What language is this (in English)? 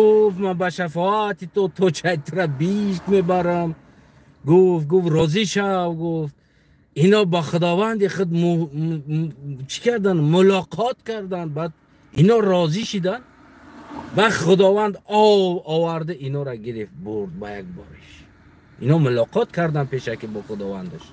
Tajik